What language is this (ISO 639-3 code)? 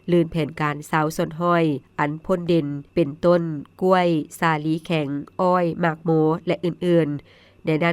lao